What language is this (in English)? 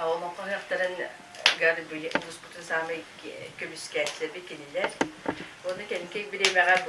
Yakut